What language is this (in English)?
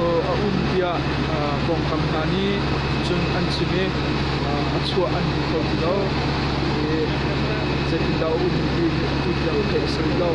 Hakha Chin